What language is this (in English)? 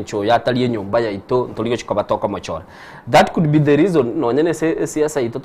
Gusii